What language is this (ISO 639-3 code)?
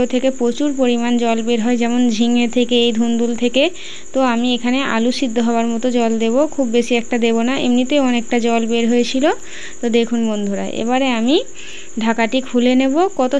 ben